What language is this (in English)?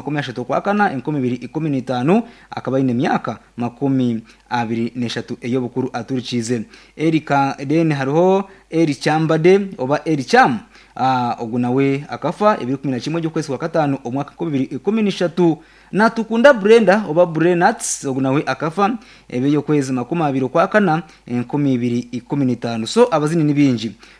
Nyankole